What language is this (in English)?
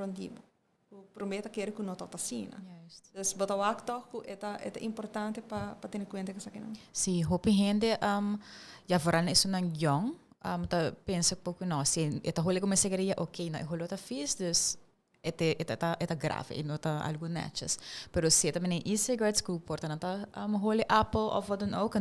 Papiamento